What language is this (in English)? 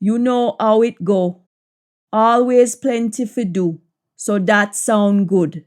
Jamaican Creole English